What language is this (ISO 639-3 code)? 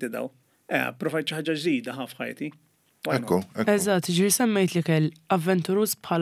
mlt